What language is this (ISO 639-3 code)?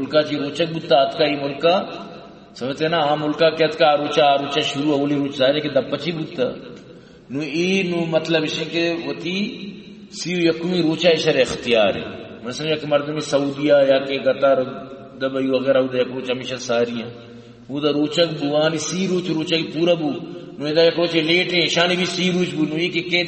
bal